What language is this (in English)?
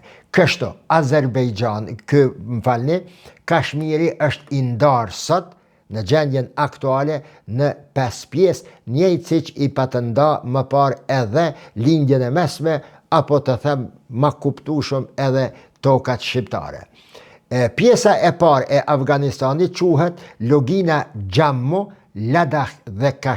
Albanian